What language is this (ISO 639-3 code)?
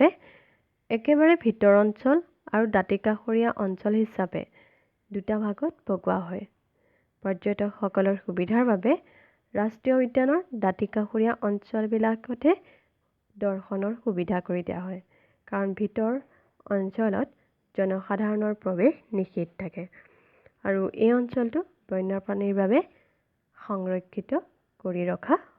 asm